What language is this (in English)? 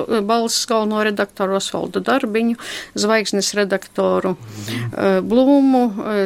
Latvian